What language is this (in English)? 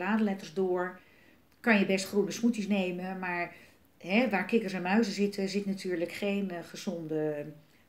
Dutch